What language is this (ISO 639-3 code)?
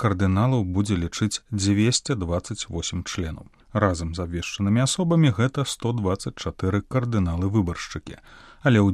bel